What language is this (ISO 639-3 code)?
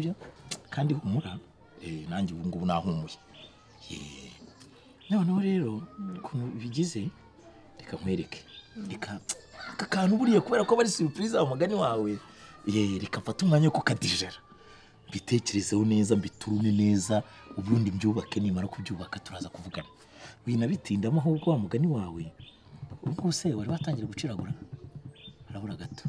kin